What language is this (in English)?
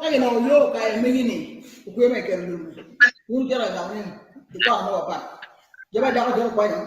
Acoli